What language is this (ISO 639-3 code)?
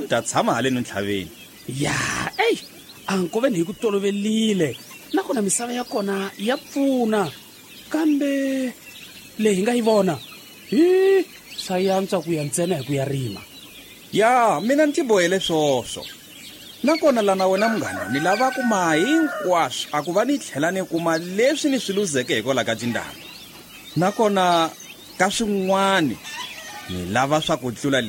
tso